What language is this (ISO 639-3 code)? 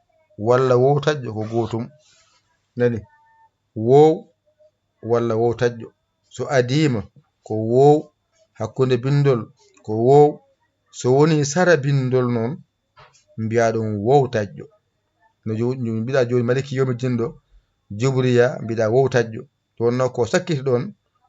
ful